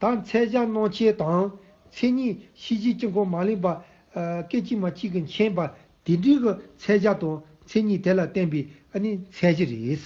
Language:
Tibetan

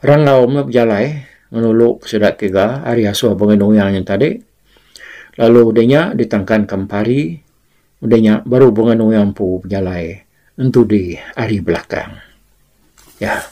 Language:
Iban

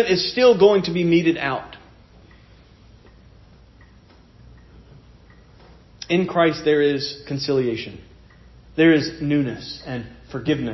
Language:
English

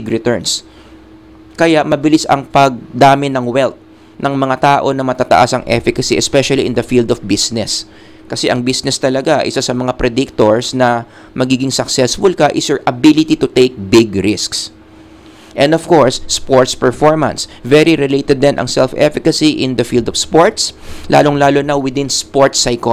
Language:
Filipino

